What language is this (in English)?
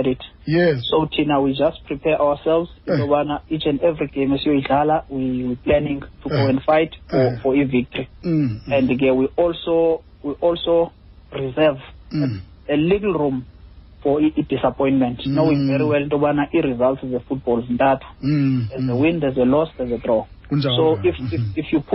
Xhosa